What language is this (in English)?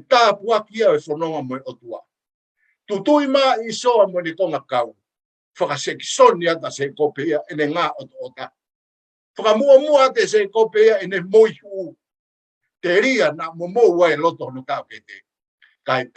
Tongan